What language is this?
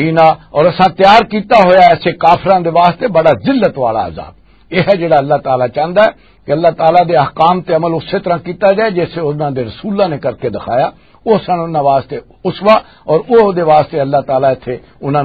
Western Panjabi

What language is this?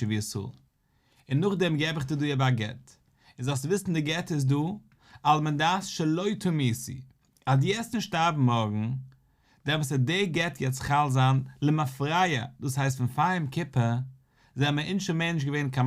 Yiddish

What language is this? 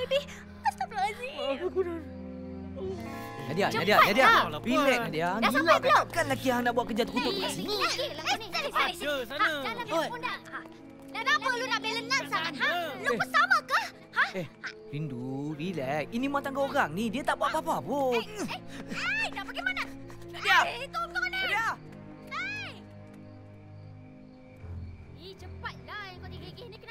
Malay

